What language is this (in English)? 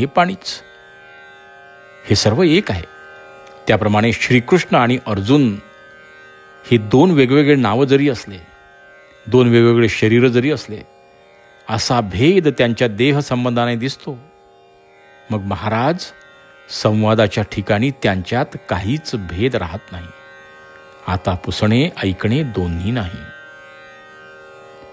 Marathi